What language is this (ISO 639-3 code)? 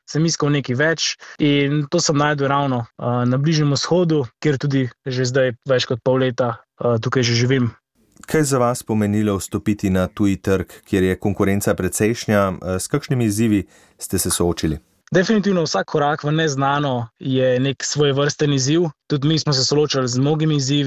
slv